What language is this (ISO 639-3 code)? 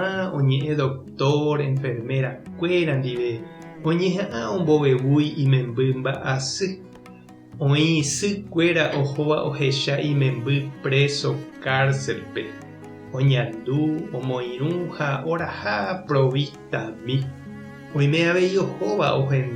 grn